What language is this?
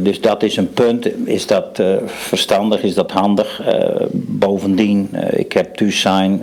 Western Frisian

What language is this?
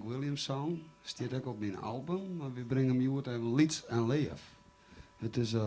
Western Frisian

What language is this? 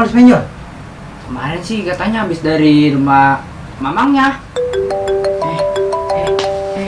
Betawi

